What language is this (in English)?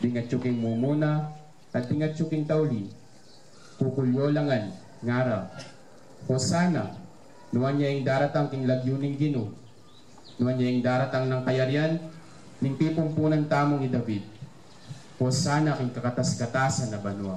Pampanga